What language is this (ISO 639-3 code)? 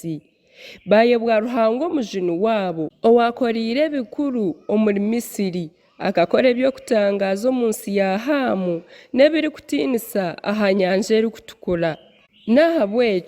nyn